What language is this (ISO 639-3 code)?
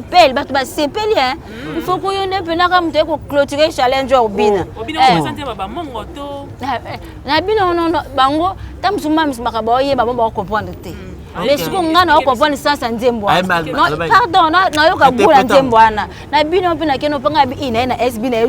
lin